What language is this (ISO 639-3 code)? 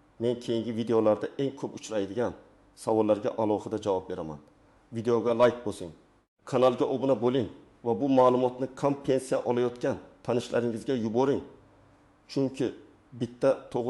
uzb